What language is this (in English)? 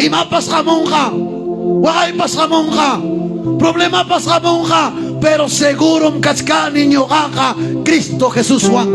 Ayacucho Quechua